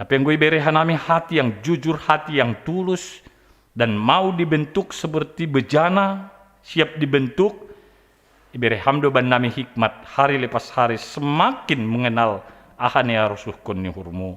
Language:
Batak Simalungun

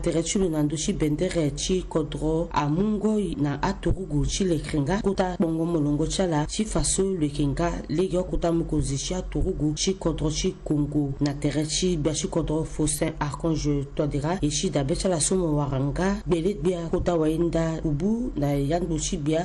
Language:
Sango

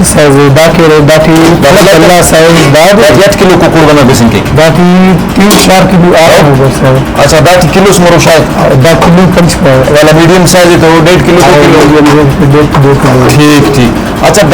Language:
Brahui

